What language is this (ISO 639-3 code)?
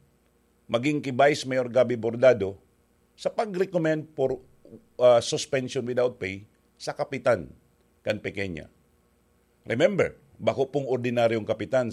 bik